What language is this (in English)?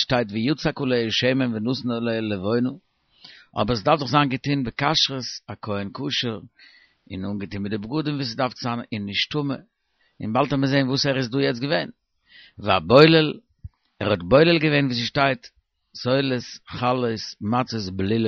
Yiddish